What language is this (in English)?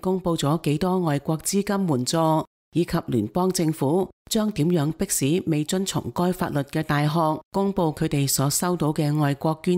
Cantonese